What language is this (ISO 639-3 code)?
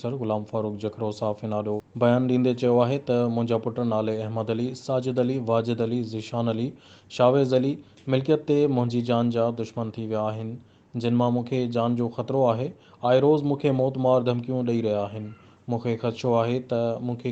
snd